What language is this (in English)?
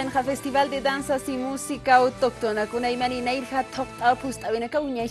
Aymara